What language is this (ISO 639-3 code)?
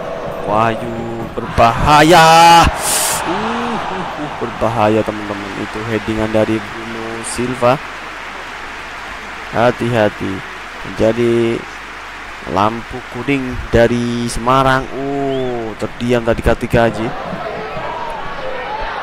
ind